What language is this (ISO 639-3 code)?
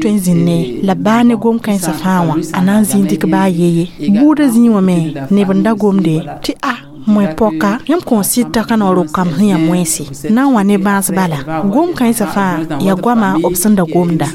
mos